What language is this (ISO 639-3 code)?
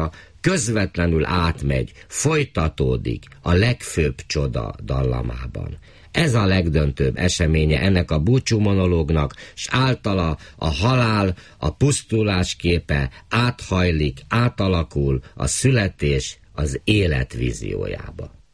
hun